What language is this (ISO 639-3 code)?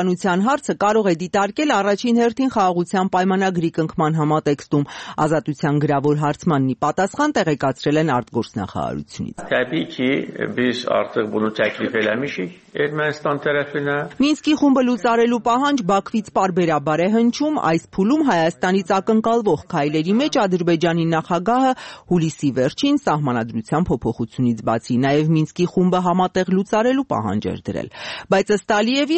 hye